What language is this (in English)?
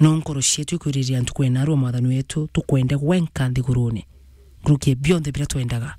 Meru